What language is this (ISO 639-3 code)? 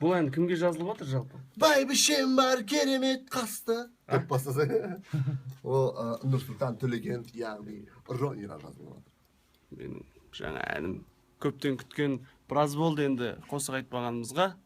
kaa